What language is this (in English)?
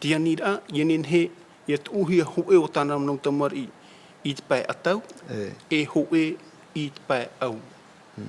Tahitian